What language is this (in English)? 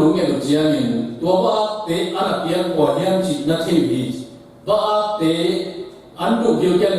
Tedim Chin